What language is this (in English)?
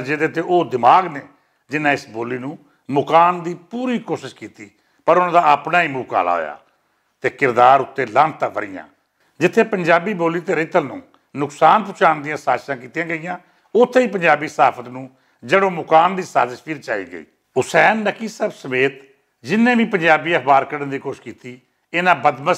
Western Panjabi